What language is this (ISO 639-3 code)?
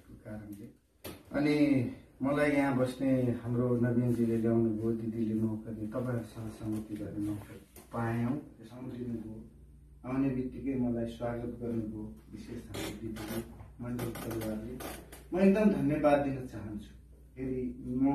nep